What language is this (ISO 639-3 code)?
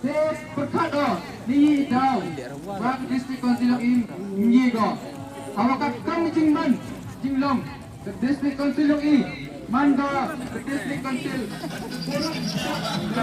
kha